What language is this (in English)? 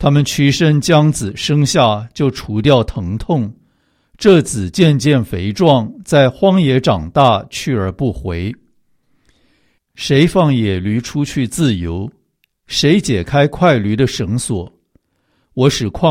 Chinese